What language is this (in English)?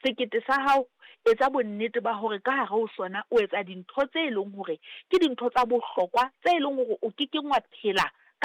Southern Sotho